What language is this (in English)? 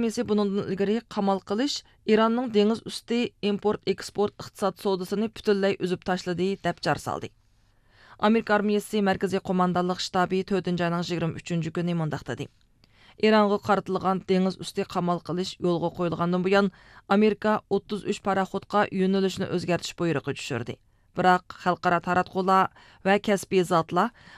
Uyghur